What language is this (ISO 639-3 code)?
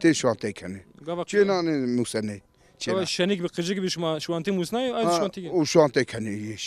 zza